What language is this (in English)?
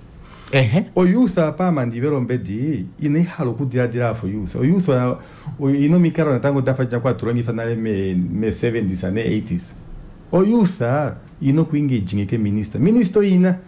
Kuanyama